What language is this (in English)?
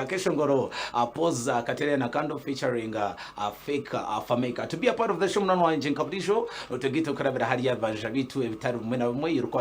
Nyankole